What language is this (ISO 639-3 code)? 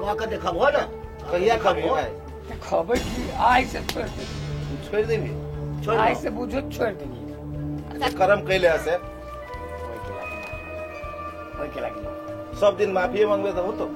mai